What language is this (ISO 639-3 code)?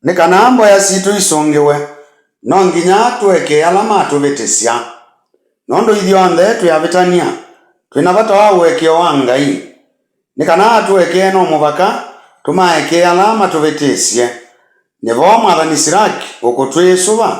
kam